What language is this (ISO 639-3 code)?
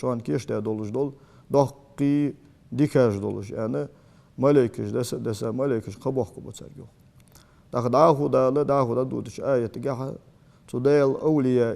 inh